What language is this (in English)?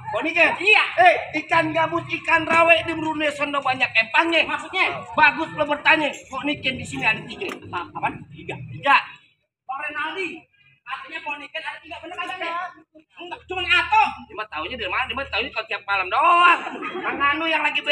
Betawi